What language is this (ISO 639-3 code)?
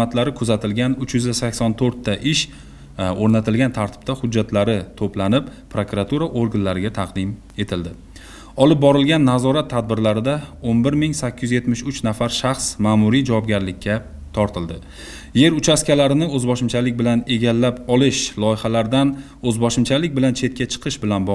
uzb